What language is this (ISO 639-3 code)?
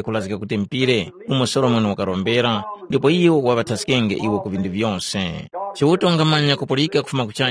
tum